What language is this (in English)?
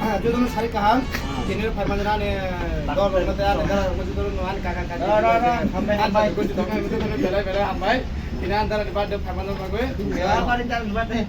Kok Borok